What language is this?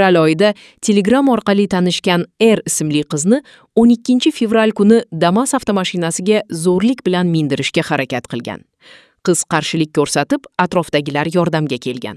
Uzbek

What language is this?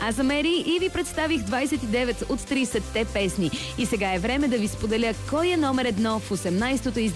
Bulgarian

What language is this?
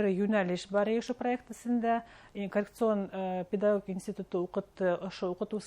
Bashkir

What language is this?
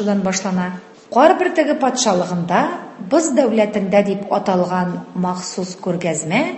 Tatar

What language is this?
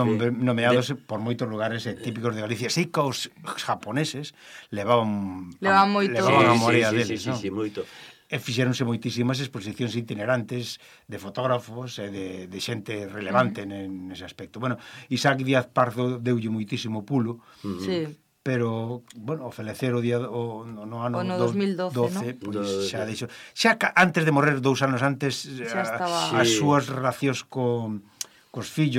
Galician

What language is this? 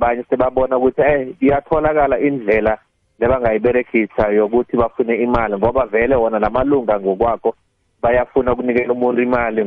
South Ndebele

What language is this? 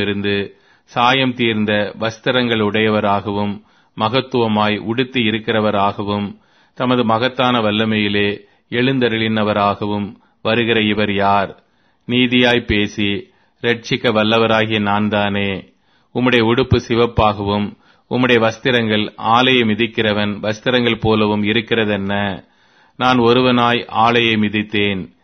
Tamil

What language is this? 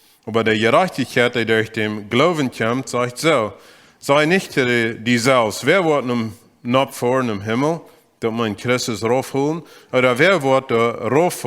Plautdietsch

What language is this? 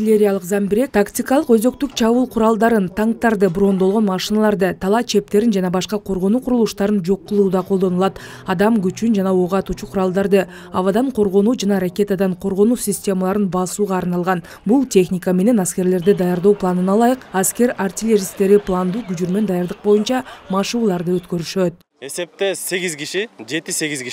Kyrgyz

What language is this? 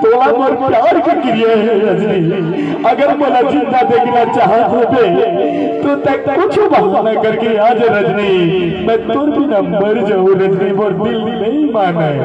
Chhattisgarhi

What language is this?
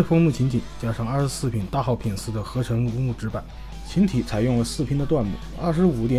Chinese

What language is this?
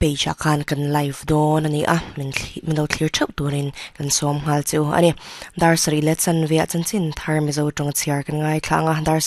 Mizo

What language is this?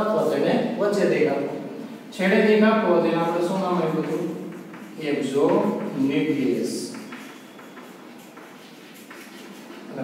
Gujarati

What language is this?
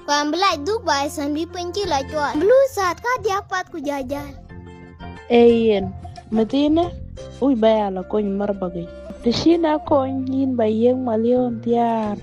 Dinka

